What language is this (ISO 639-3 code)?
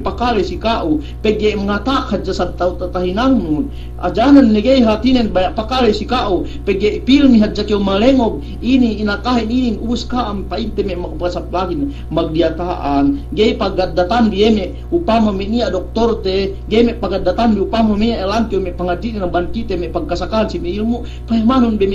yka